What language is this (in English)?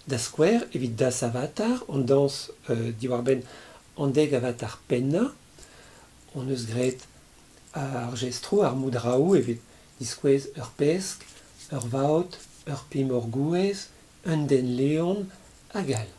Breton